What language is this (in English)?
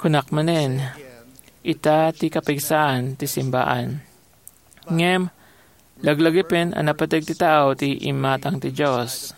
Iloko